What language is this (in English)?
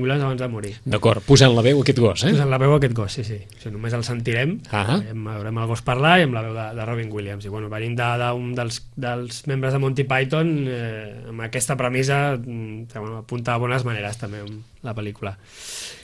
Catalan